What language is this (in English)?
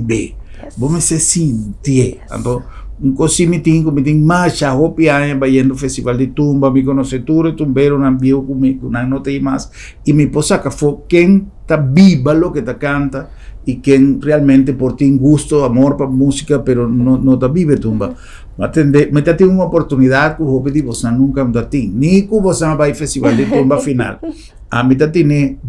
Papiamento